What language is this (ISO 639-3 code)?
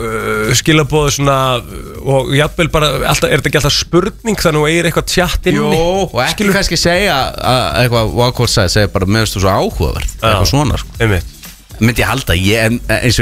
isl